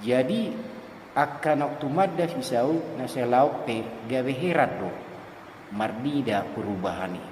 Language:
Batak Toba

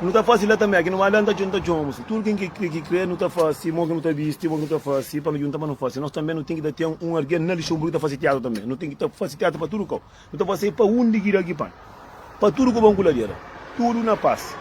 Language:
Kabuverdianu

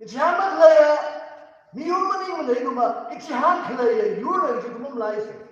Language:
Tangkhul Naga (India)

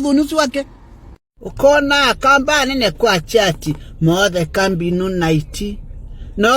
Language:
Kamba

